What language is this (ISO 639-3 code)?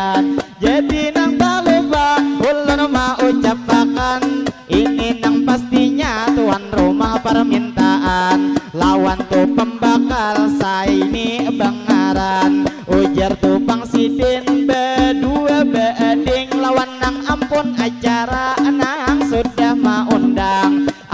bjn